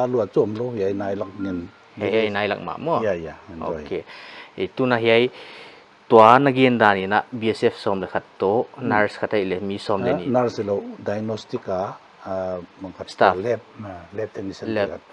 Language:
Paite Chin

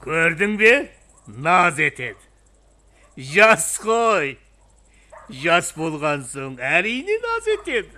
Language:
Kara-Kalpak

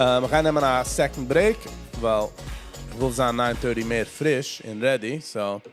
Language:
Yiddish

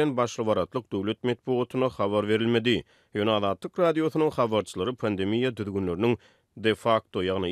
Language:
Turkmen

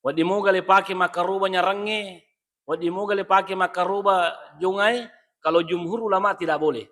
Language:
Buginese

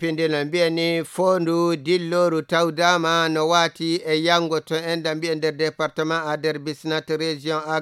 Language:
Nigerian Fulfulde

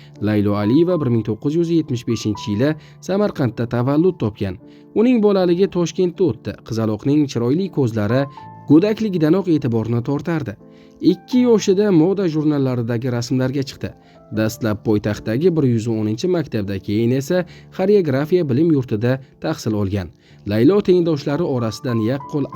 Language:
Uzbek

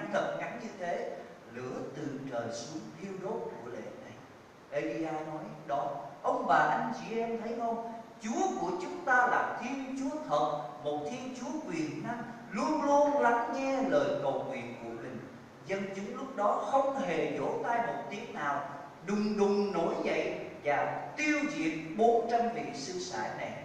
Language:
Vietnamese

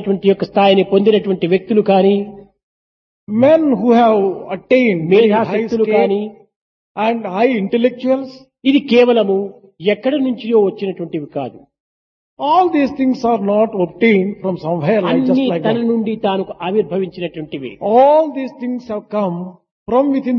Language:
Telugu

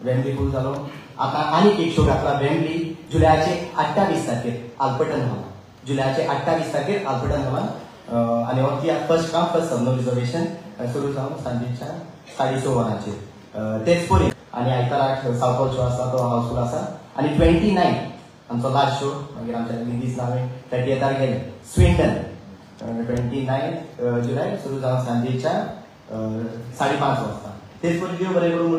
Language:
Konkani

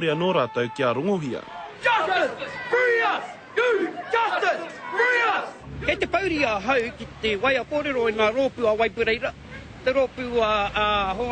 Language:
Māori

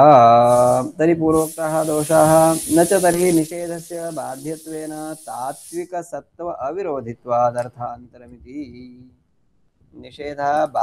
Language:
Sanskrit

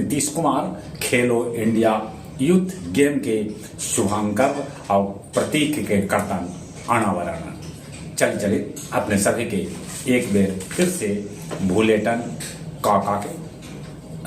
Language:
Magahi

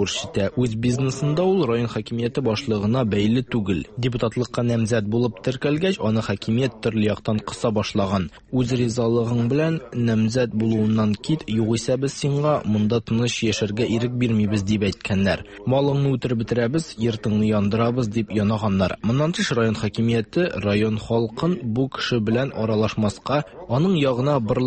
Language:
Tatar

